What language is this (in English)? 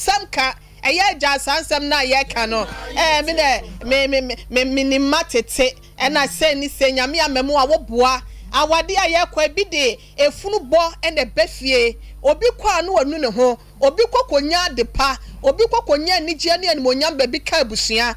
Akan